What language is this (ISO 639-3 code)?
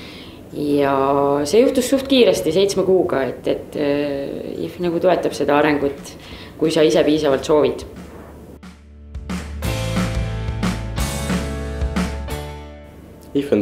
est